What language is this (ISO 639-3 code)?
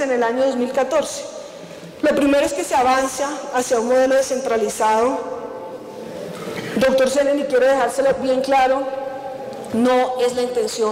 spa